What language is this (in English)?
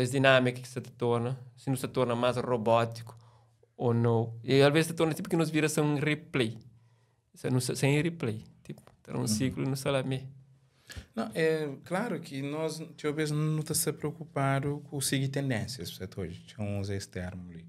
Kabuverdianu